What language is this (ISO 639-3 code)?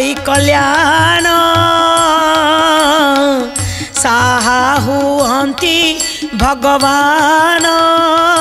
ori